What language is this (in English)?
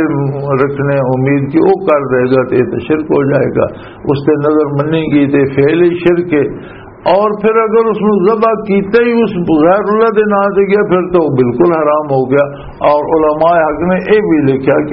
Western Panjabi